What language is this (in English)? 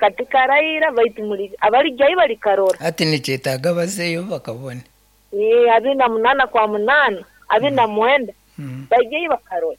Nyankole